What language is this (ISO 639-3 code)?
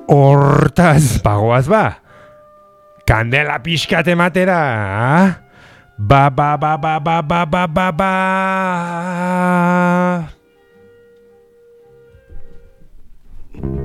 eus